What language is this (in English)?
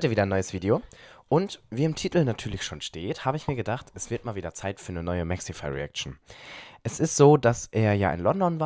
German